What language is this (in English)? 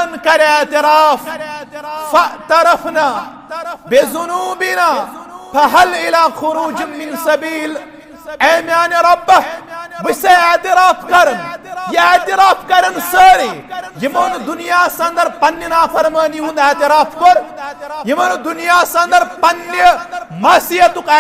Kashmiri